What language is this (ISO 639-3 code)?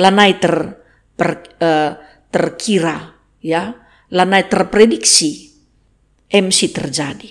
btx